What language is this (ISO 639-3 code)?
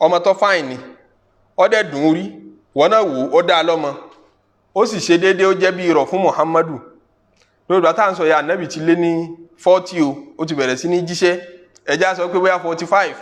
yor